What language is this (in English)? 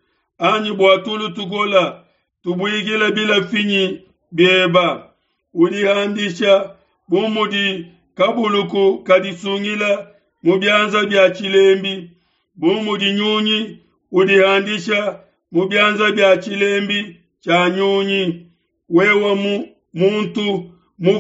Luba-Lulua